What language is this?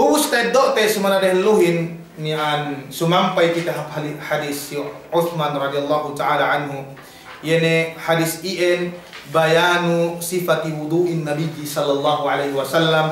Yakan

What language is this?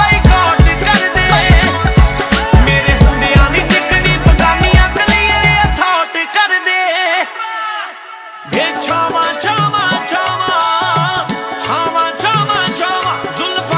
Punjabi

